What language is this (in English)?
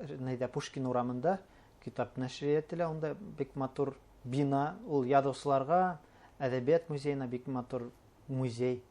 Bashkir